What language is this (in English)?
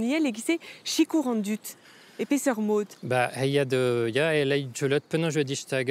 Breton